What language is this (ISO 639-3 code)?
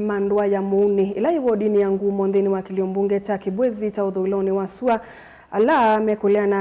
kam